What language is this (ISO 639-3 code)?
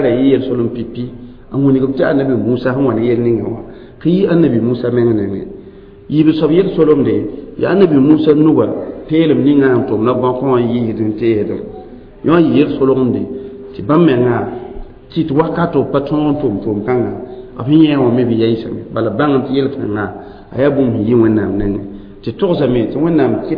mos